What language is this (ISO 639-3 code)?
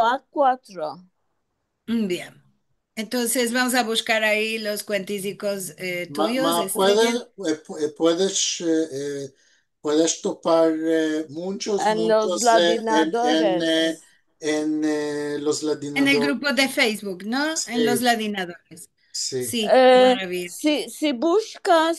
lad